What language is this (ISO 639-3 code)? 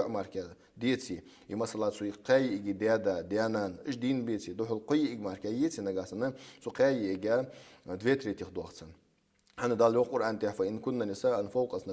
inh